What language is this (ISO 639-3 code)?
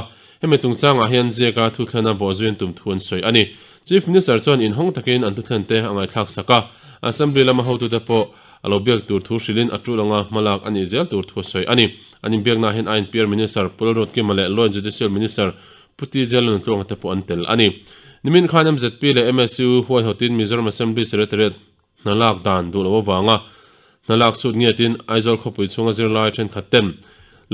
lus